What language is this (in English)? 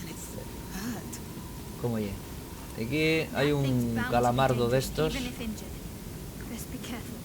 Asturian